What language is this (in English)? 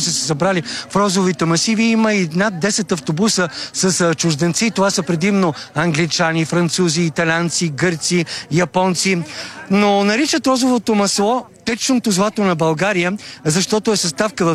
Bulgarian